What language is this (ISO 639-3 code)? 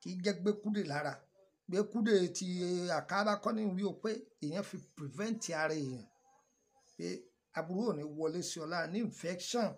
yor